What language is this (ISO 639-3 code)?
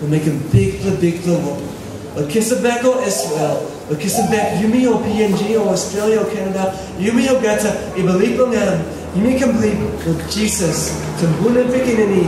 tpi